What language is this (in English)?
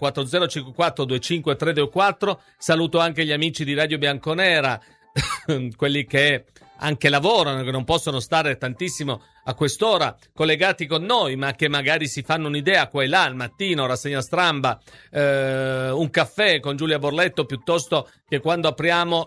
Italian